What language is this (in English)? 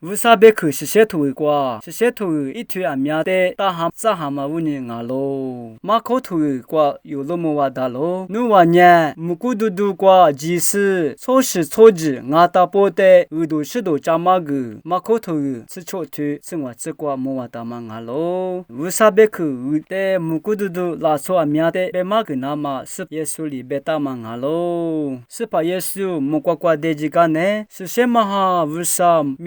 Lisu